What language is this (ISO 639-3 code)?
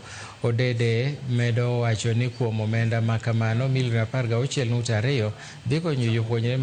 luo